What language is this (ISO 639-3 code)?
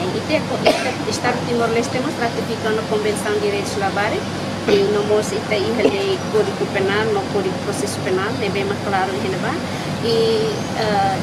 tet